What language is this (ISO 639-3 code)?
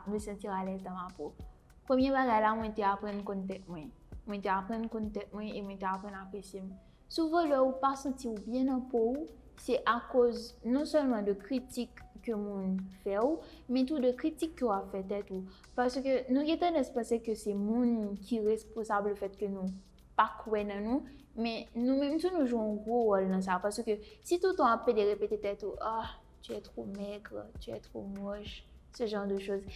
hat